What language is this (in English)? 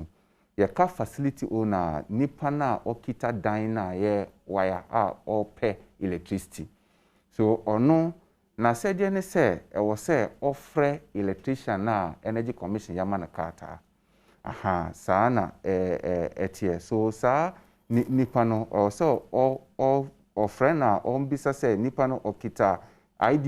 Akan